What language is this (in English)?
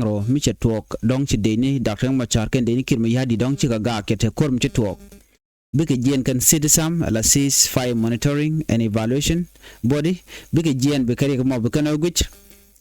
Nuer